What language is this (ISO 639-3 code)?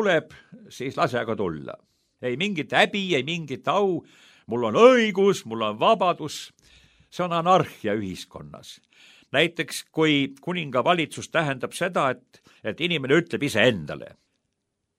est